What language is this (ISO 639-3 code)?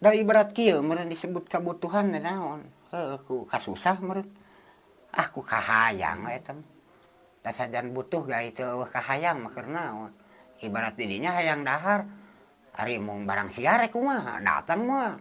sun